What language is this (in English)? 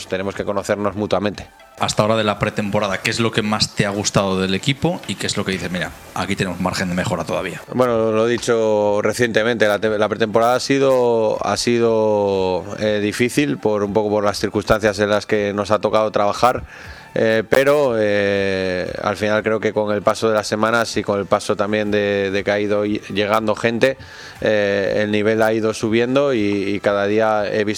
Spanish